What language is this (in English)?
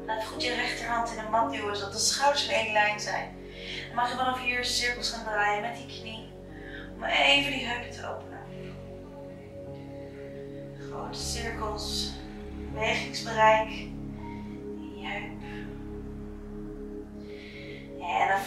Dutch